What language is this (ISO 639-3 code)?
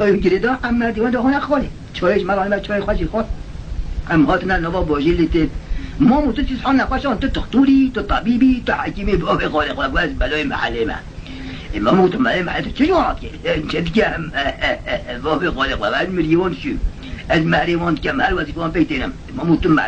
kur